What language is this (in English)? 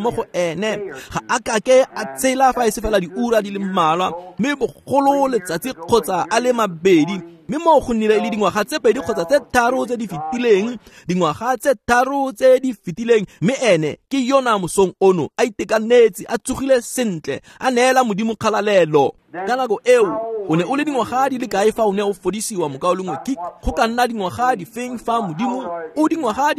Tswana